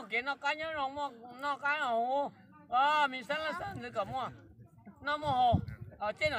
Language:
Hmong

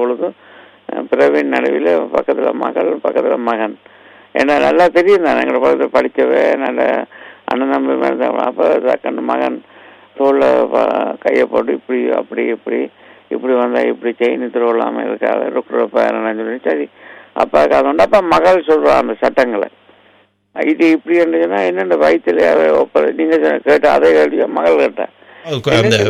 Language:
Tamil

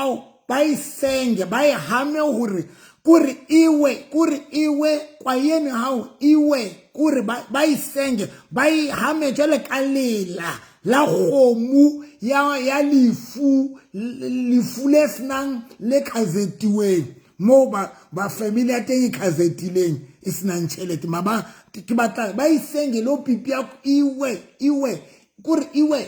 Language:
Southern Sotho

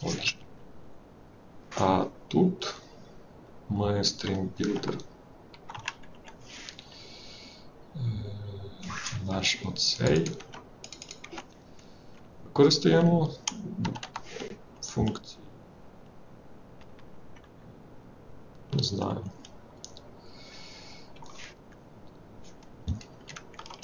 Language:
Ukrainian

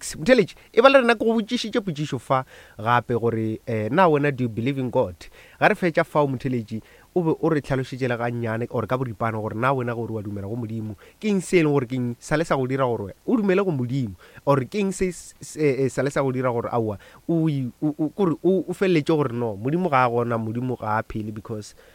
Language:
Northern Sotho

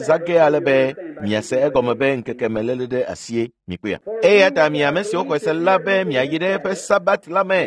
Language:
Ewe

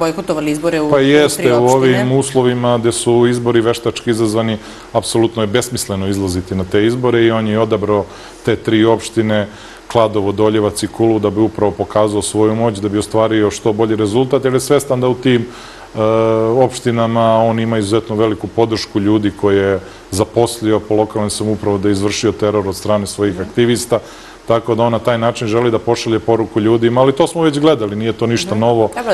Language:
Serbian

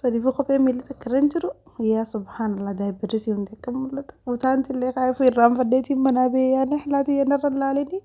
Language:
Oromo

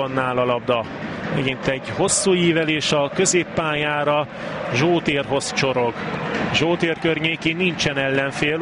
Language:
Hungarian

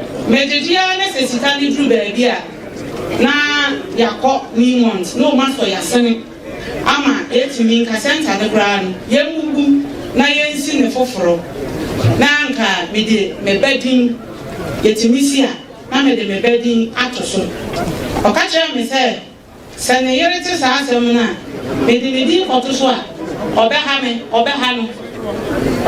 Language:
Akan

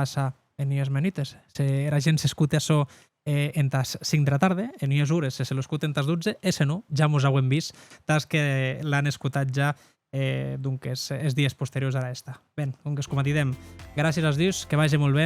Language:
Occitan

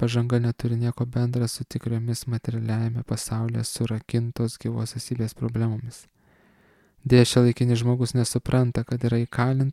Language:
Lithuanian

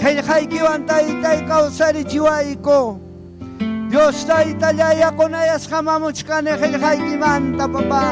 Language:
Ayacucho Quechua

